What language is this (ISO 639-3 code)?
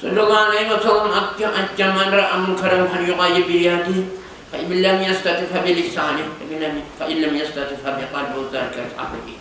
kum